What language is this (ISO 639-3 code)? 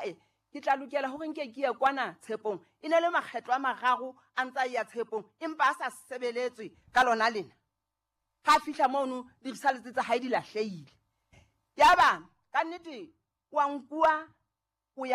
sot